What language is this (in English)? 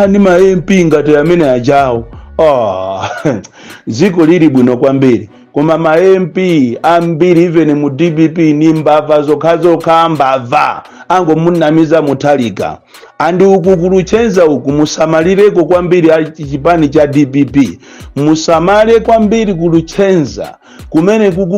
Nyanja